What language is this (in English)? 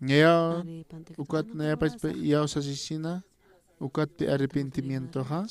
Aymara